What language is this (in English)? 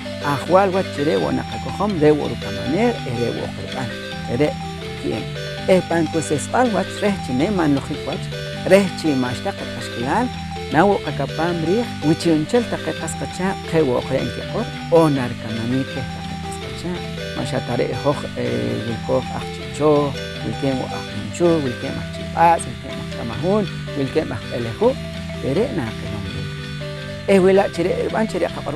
Poqomchi'